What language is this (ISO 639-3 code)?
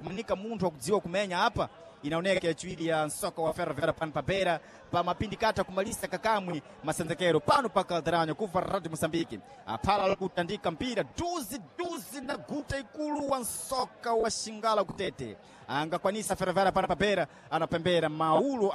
seh